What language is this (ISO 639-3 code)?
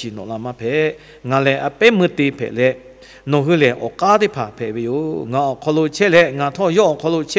lhu